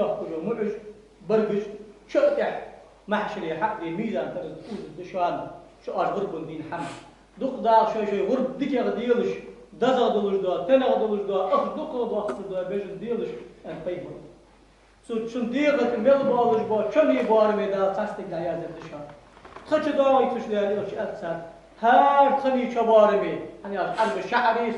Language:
Ingush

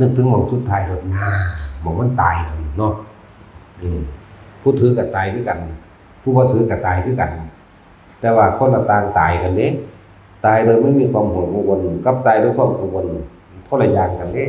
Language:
Northeastern Thai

